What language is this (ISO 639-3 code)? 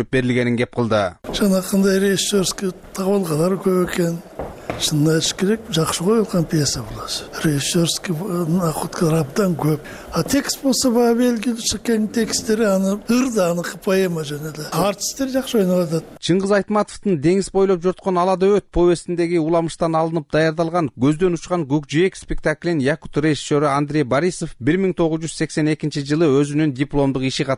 kir